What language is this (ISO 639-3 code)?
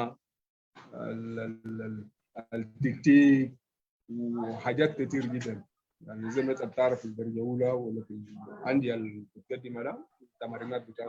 apd